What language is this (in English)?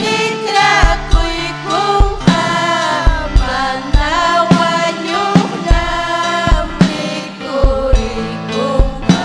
Ayacucho Quechua